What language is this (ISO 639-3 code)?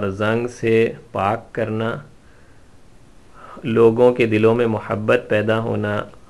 urd